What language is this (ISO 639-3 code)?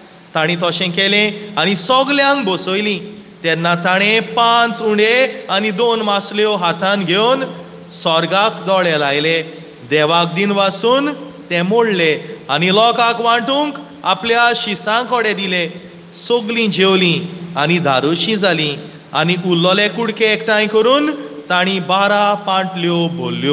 kok